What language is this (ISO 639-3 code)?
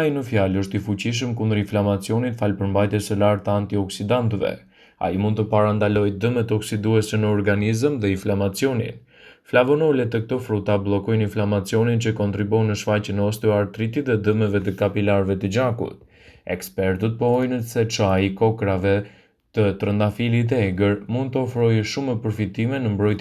sqi